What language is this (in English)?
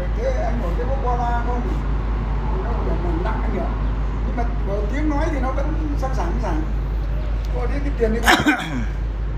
Vietnamese